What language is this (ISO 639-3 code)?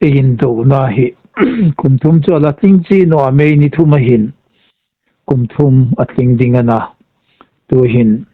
hmr